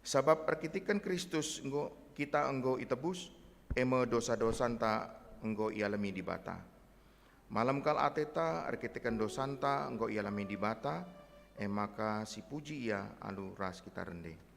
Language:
Batak Karo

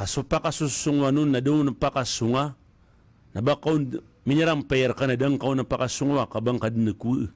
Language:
Maranao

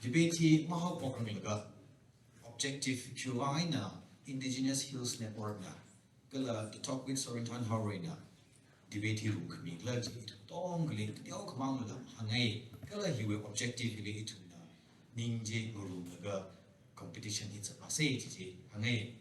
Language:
Tangkhul Naga (India)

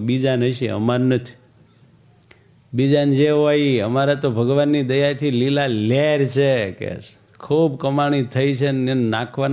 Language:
Gujarati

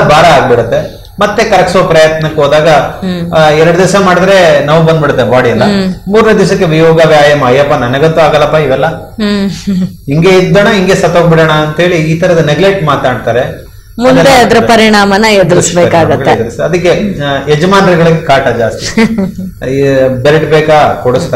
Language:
Kannada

